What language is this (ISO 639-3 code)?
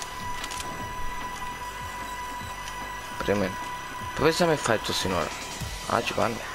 ell